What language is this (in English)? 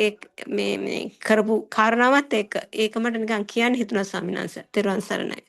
Sinhala